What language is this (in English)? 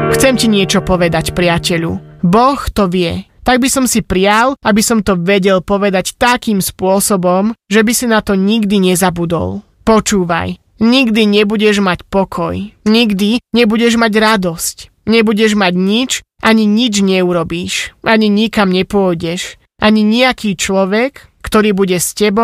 Slovak